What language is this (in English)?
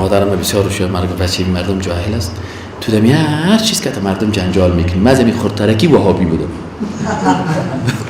Persian